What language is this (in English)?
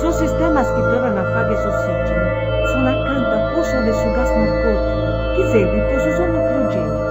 Sardinian